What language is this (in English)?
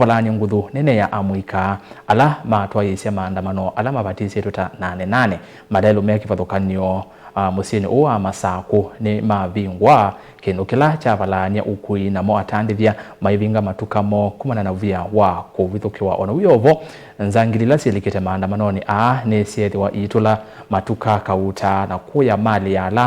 Kamba